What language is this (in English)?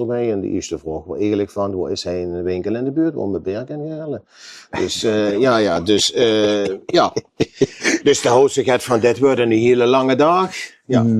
Limburgish